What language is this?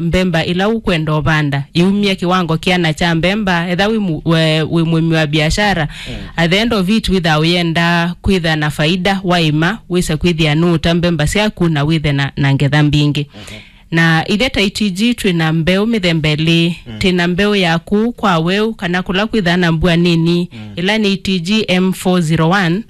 Kamba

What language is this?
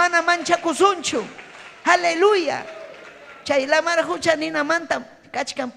Ayacucho Quechua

